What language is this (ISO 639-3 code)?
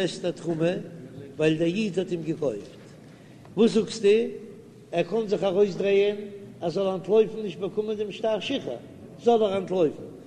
yid